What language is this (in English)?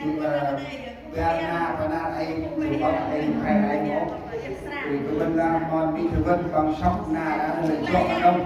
Central Mnong